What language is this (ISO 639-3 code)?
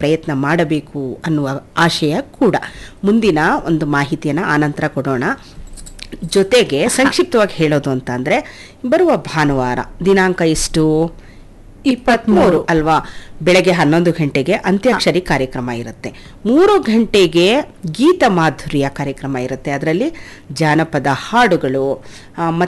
kan